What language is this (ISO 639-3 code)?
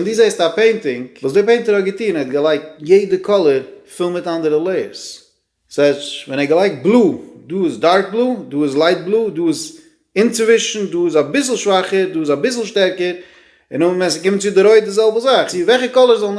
yid